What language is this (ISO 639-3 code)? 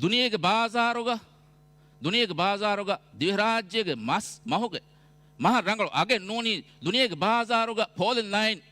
div